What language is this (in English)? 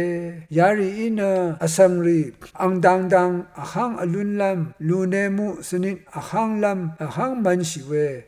Rawang